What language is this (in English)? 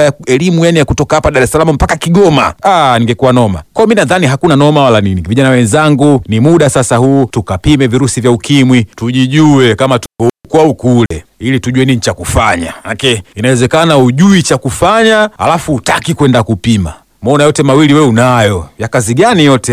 Swahili